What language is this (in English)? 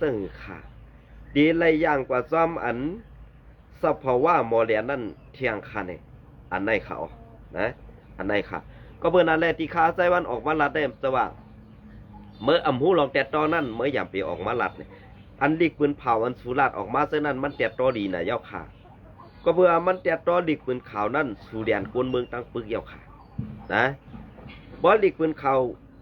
Shan